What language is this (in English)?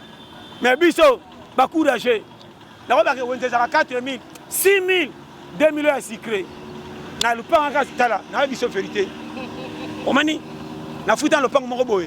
Lingala